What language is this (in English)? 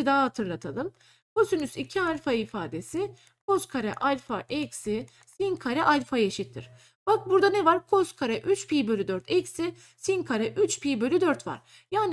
Turkish